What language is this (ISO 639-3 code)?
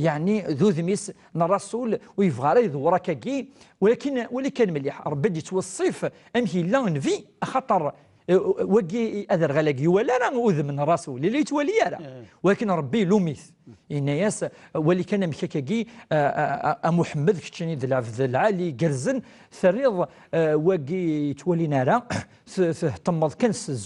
kab